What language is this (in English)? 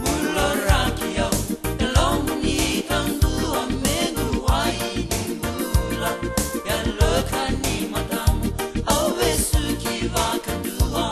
Fijian